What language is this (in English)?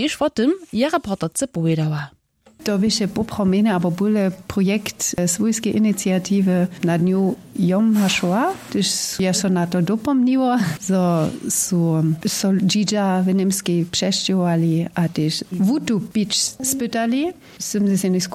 Upper Sorbian